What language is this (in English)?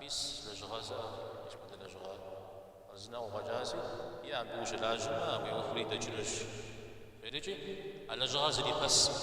Kabardian